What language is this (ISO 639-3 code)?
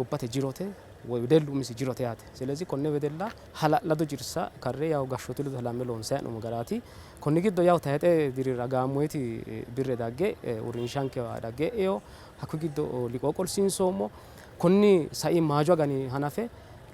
sid